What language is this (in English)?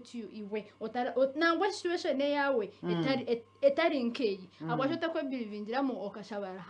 Nyankole